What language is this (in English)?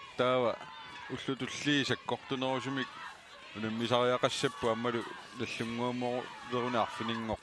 Kalaallisut